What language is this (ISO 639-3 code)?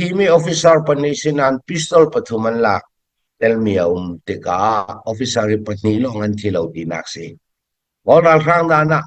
cfm